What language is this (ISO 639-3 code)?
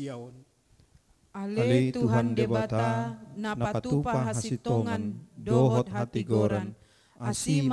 bbc